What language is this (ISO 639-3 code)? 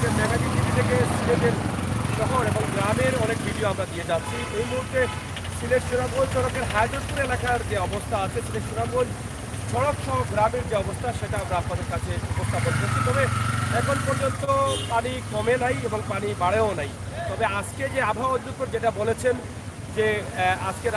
syl